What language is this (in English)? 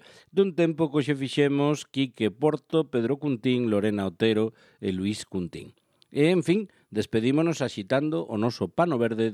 Galician